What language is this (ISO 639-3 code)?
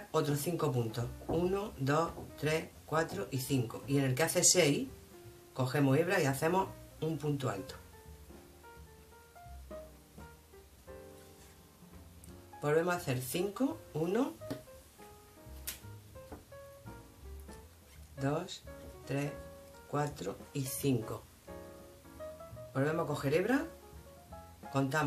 spa